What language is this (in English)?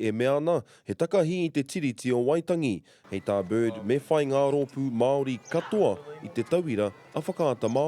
Māori